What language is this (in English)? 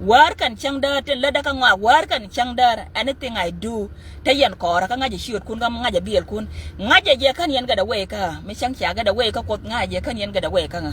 Nuer